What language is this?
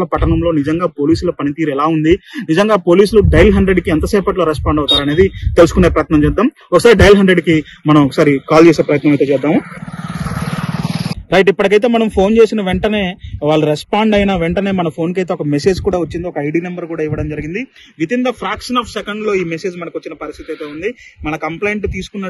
Telugu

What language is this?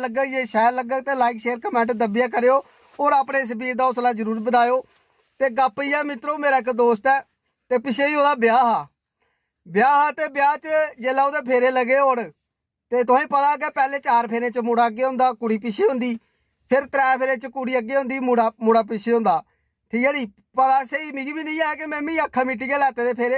Dogri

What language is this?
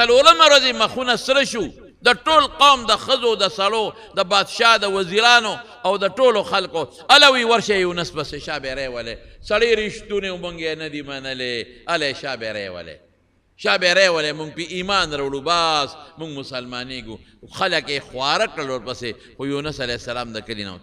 Pashto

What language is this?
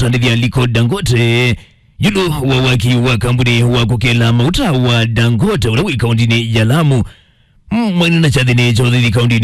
Kamba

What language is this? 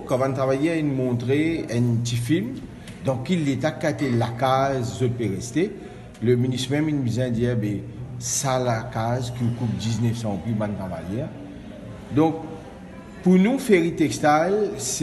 Morisyen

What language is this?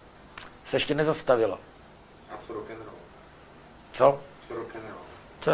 Czech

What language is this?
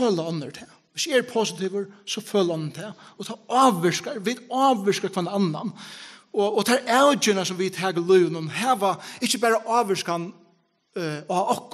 Faroese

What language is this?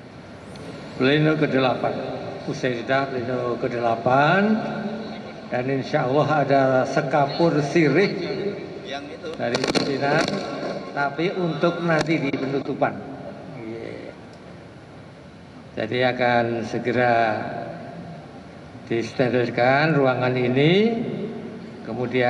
Indonesian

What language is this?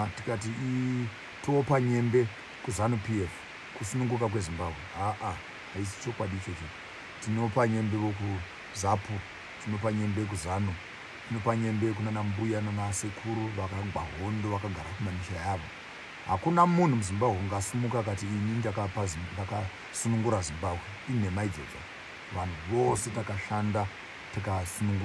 Shona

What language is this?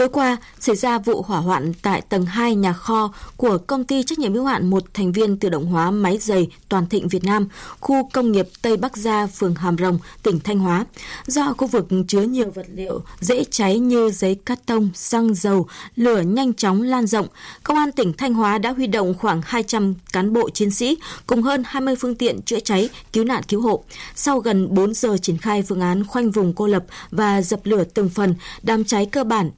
Vietnamese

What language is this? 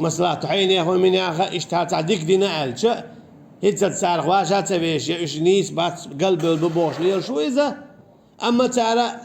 Chechen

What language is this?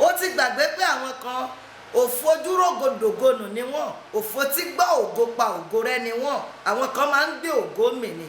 Yoruba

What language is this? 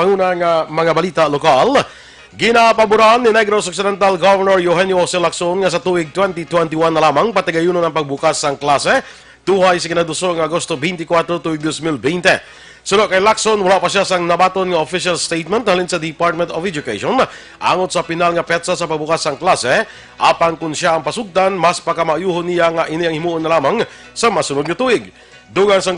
Hiligaynon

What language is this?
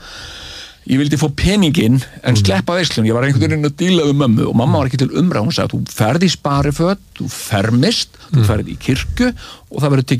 Icelandic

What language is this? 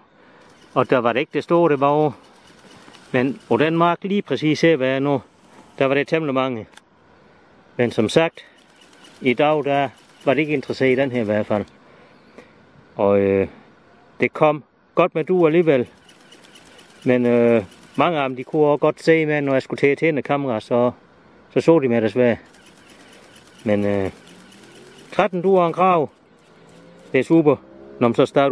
Danish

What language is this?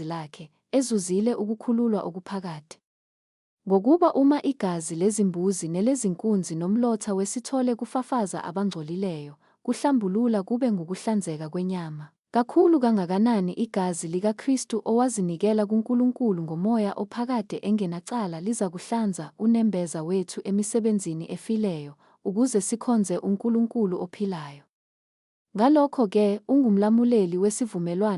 Zulu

